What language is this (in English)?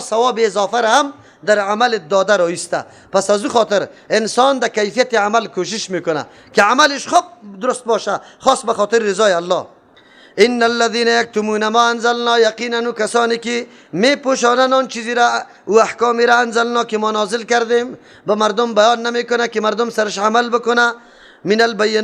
Persian